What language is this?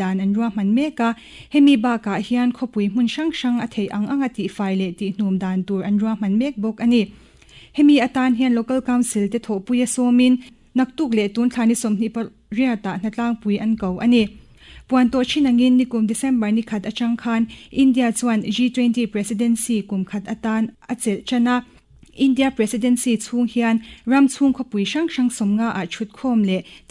Mizo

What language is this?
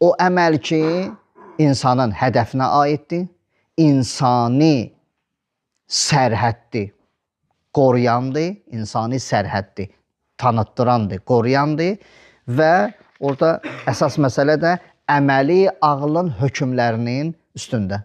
Azerbaijani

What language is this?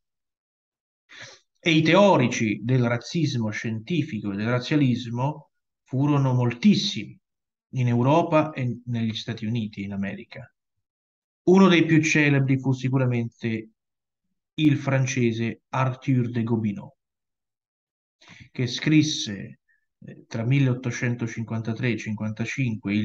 Italian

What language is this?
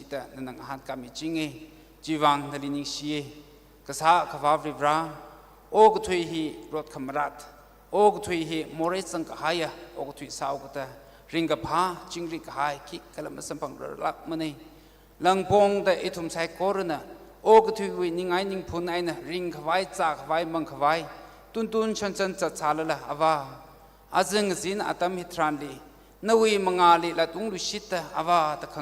Tangkhul Naga (India)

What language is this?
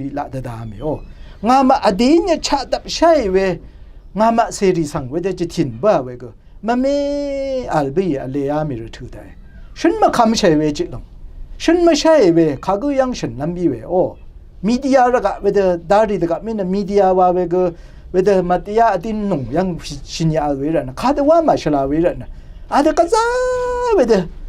Rawang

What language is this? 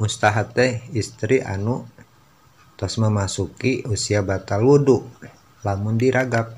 Sundanese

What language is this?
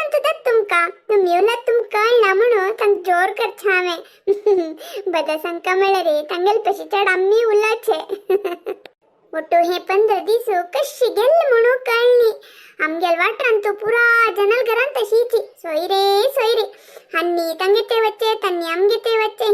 Konkani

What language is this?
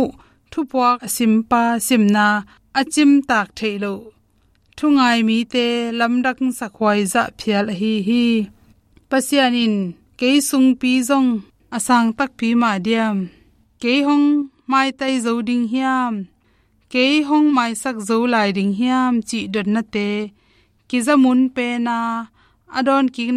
Tedim Chin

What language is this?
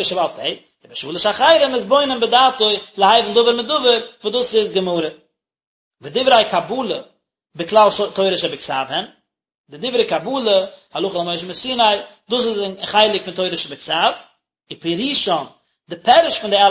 Yiddish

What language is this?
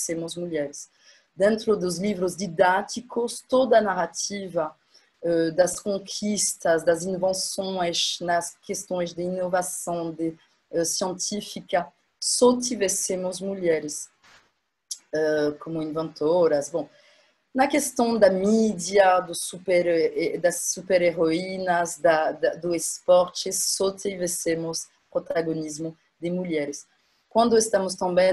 Portuguese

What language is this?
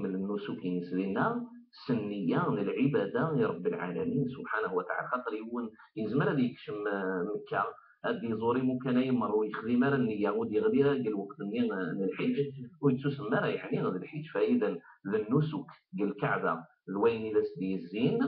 Kabyle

